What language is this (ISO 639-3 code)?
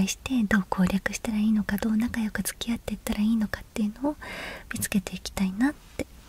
jpn